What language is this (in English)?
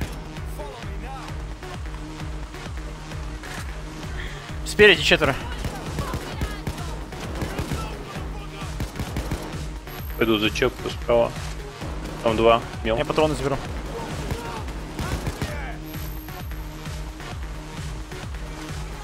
Russian